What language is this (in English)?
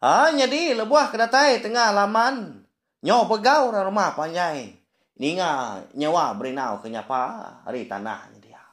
Iban